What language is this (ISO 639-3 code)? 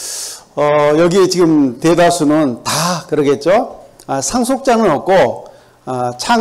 kor